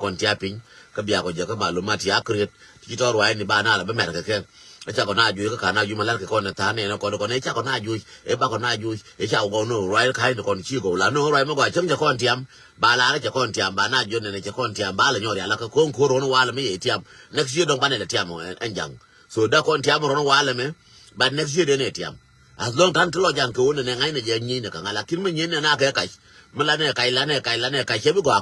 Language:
Nuer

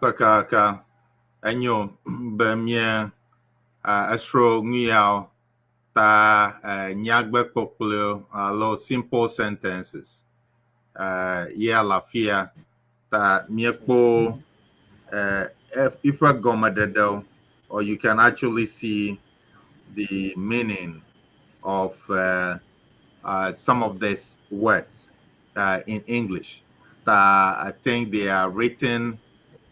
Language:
Ewe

